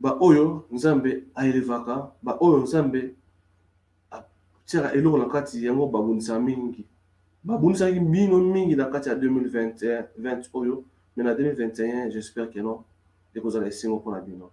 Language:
Lingala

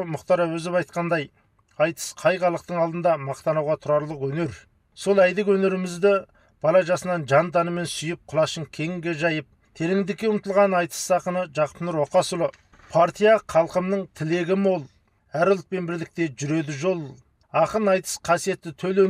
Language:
Kazakh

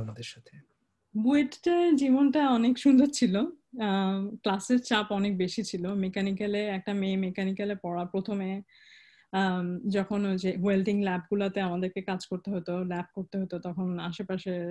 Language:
Bangla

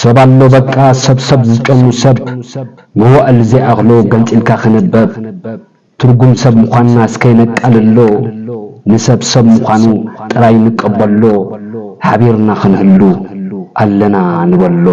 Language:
Tigrinya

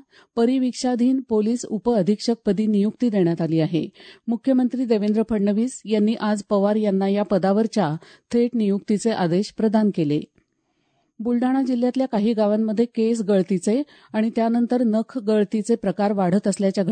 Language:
Marathi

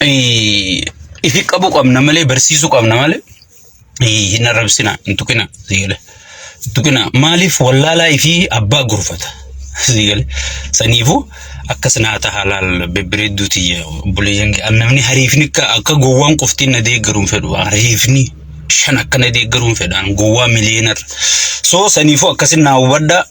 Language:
Oromo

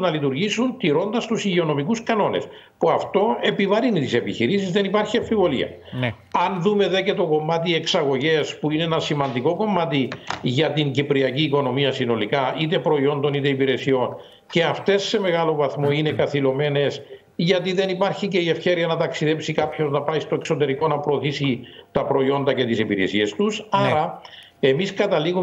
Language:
Greek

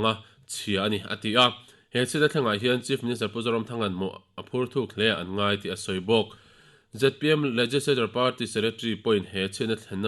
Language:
Mizo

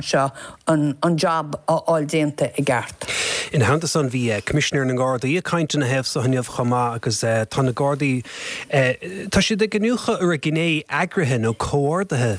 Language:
Irish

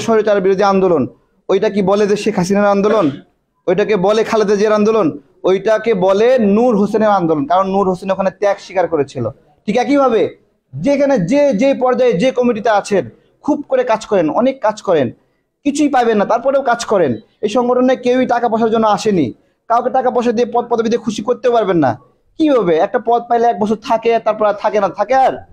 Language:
Bangla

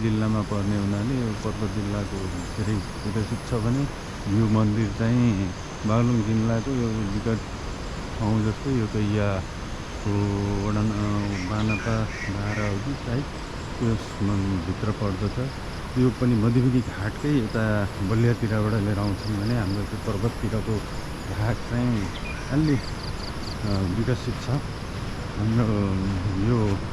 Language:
Nepali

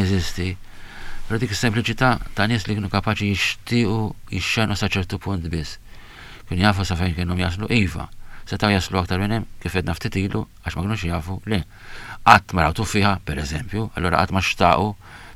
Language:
Maltese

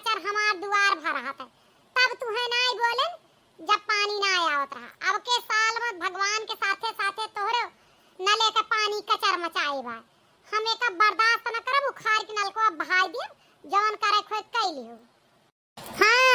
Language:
Awadhi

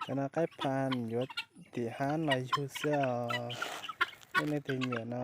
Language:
Hmong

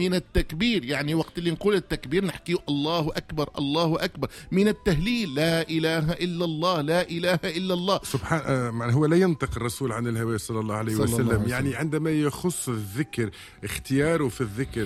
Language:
Tunisian Arabic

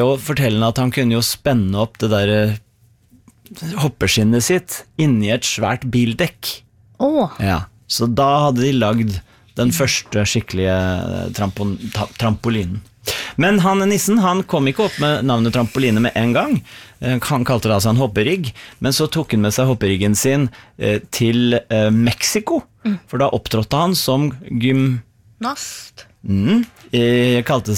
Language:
Norwegian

